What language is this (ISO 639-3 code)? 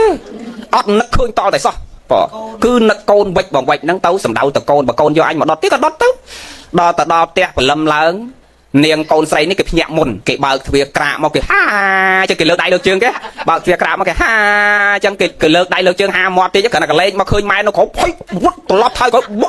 khm